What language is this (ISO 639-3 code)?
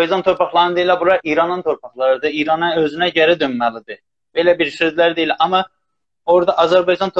azb